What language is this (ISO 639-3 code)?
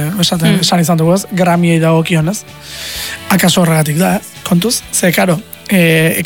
eus